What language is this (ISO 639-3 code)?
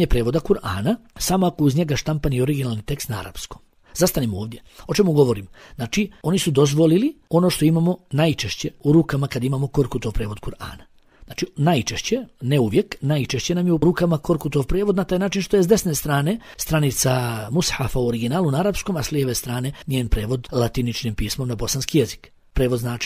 bos